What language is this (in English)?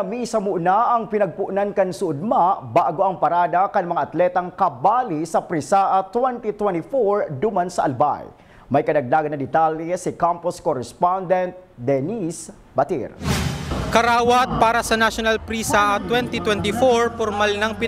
Bikol